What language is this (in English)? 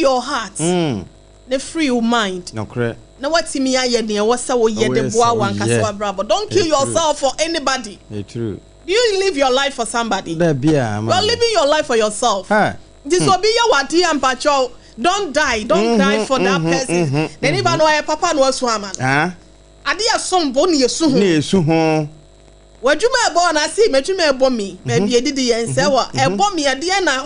Akan